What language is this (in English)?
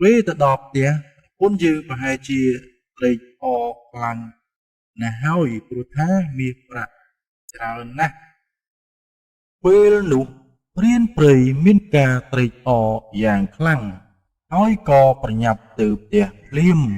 Khmer